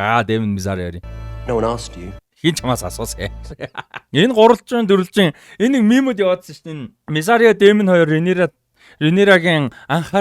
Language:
Mongolian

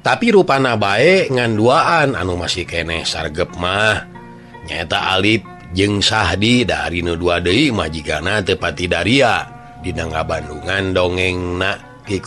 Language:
Sundanese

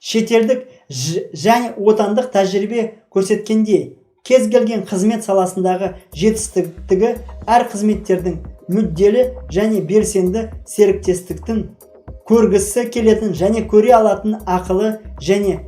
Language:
Kazakh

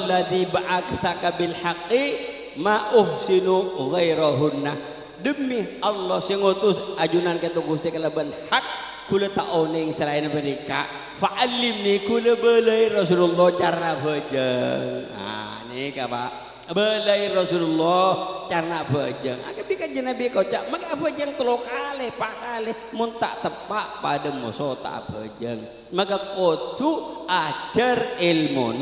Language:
Madurese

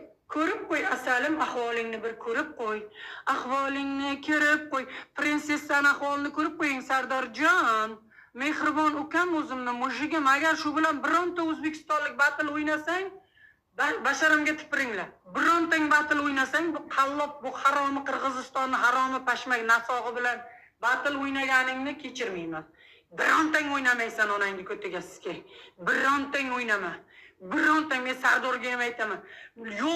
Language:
Uzbek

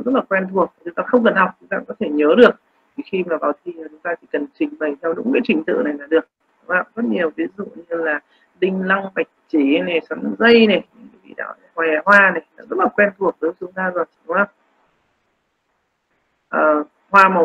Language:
Vietnamese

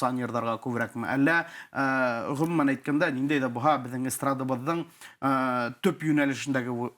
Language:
Bashkir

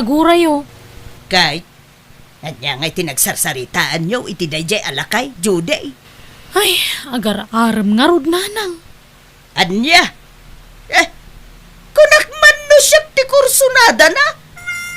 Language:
Iloko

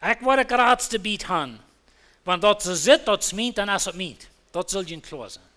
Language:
Plautdietsch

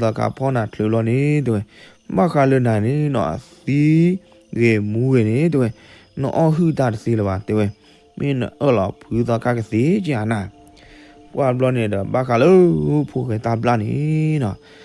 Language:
S'gaw Karen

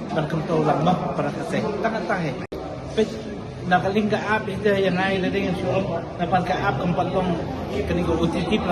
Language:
Khasi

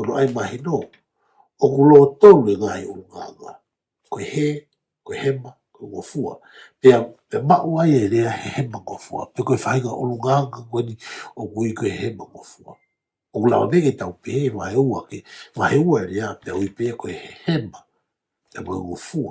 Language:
Tongan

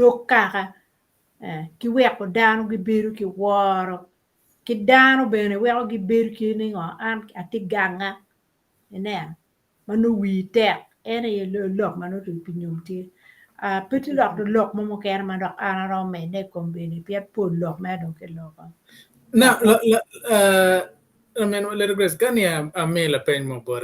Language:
Acoli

